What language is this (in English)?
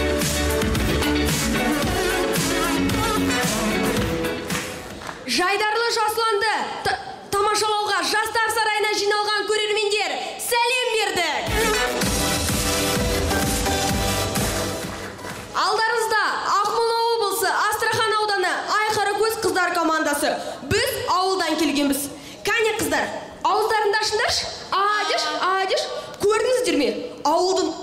Kazakh